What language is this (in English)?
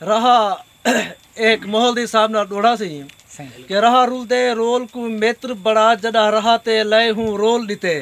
Saraiki